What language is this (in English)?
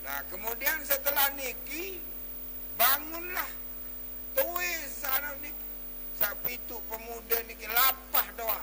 Sasak